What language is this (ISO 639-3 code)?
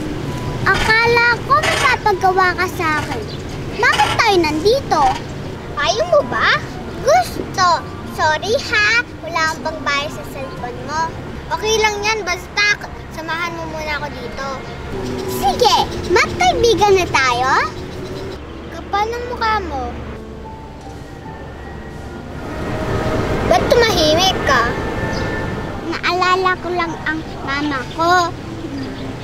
fil